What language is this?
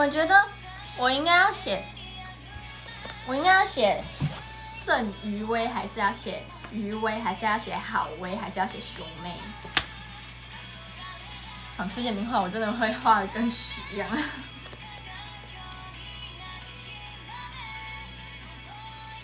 Chinese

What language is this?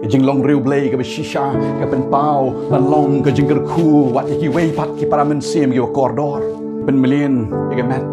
Khasi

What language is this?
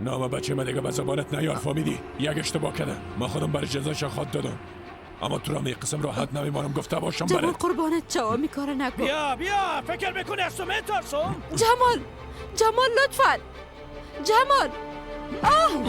Persian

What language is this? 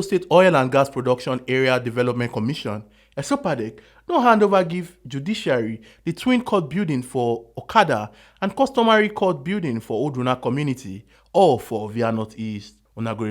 Nigerian Pidgin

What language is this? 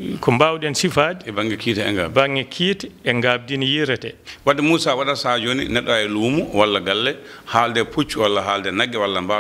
Fula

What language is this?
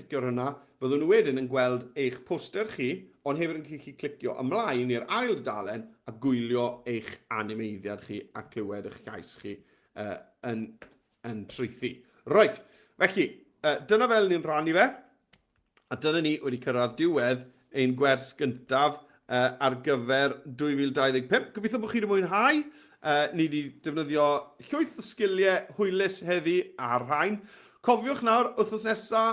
Welsh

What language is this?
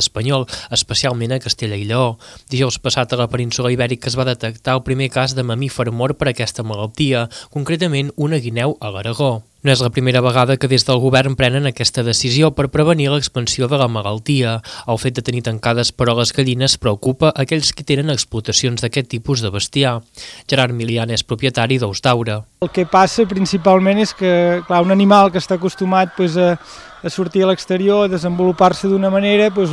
Catalan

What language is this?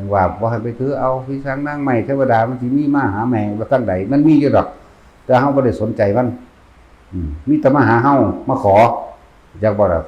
Northeastern Thai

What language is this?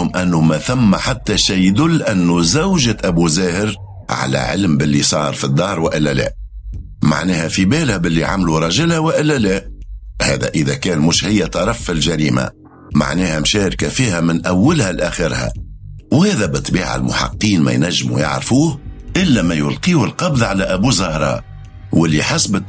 Tunisian Arabic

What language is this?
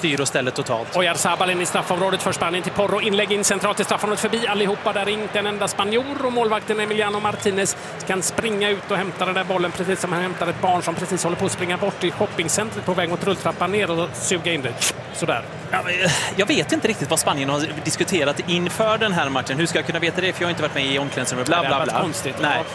Swedish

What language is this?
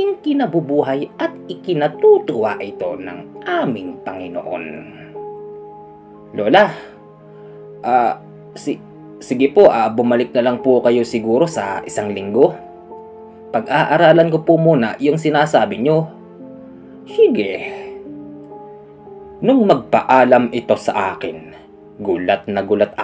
Filipino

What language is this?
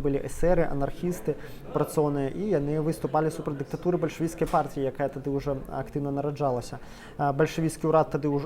Belarusian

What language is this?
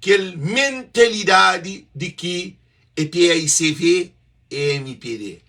Kabuverdianu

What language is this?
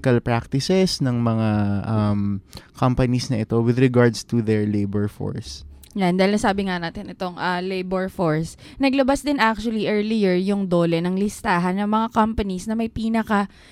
Filipino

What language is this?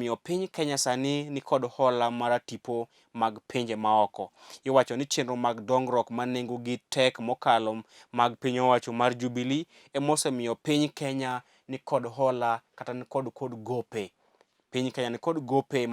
Luo (Kenya and Tanzania)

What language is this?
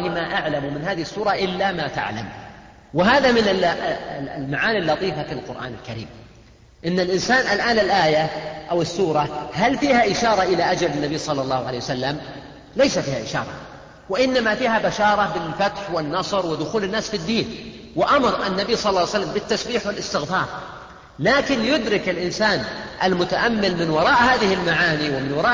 Arabic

